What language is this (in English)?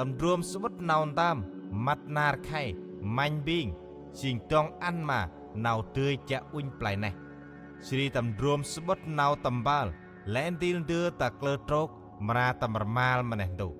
Central Mnong